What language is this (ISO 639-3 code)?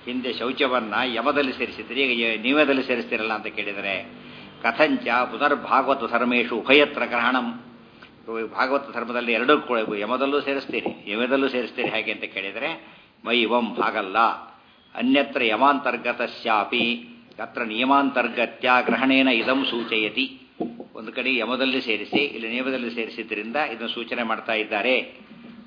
kan